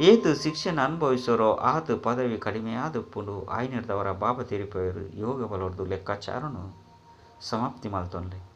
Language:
Tulu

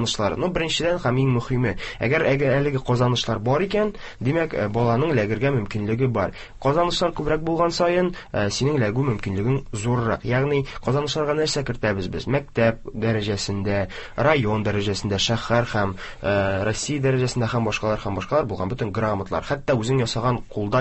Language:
Tatar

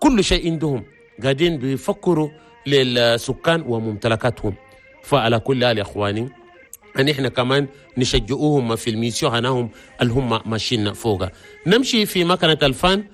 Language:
Chadian Arabic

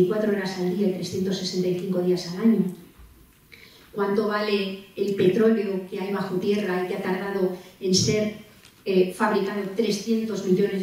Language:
Spanish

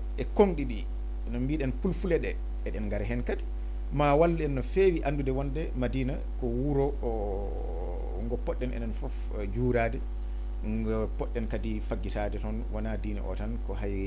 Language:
Fula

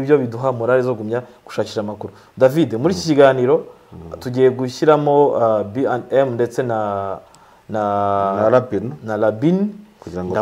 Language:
Kinyarwanda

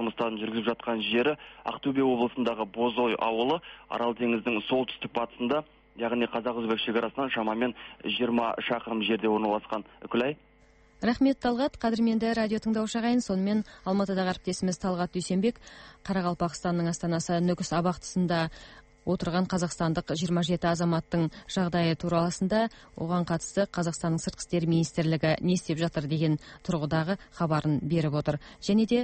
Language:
Kazakh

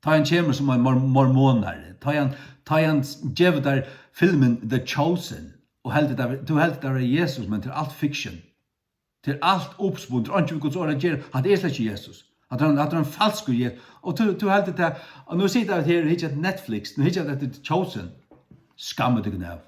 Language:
Faroese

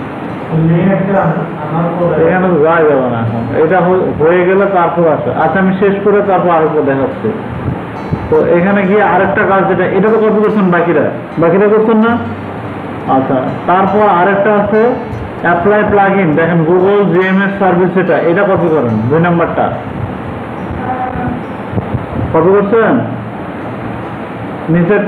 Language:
Bangla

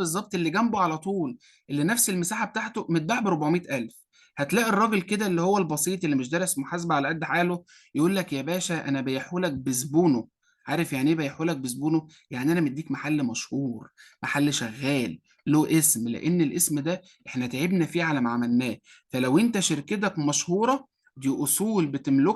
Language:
Egyptian Arabic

